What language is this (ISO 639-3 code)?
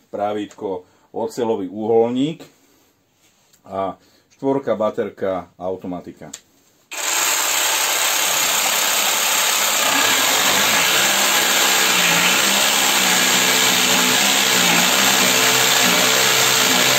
slk